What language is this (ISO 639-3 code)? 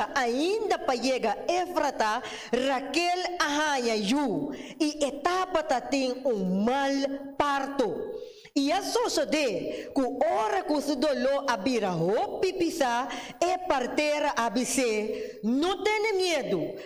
pap